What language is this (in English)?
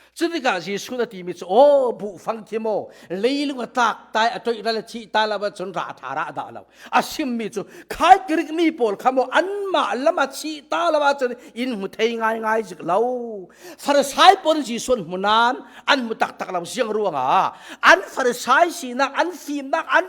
Falam Chin